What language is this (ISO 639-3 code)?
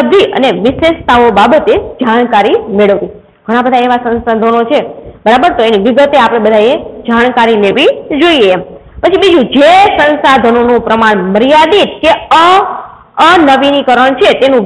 guj